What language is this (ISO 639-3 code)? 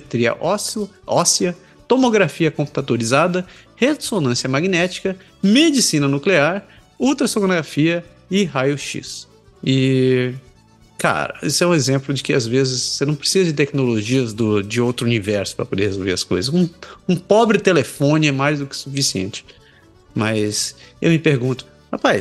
por